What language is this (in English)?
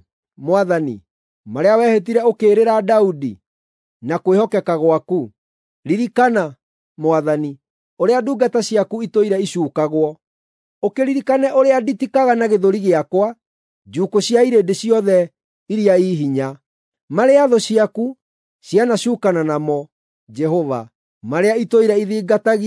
Kikuyu